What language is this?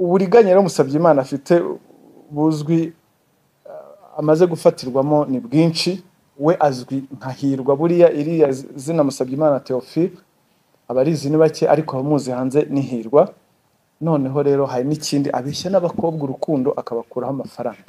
Kinyarwanda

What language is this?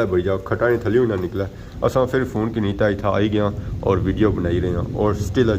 Pahari-Potwari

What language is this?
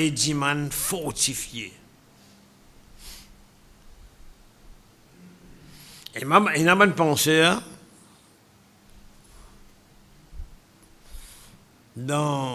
French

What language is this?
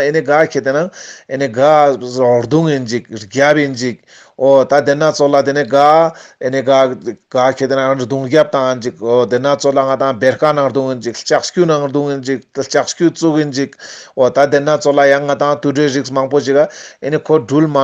Ladakhi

